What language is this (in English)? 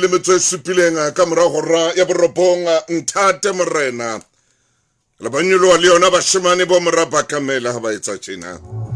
Southern Sotho